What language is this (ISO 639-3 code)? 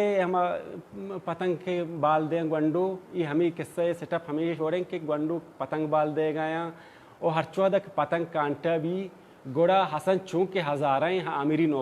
bal